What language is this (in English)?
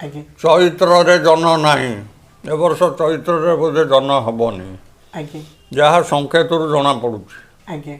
Odia